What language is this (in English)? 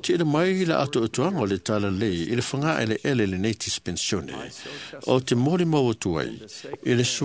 Samoan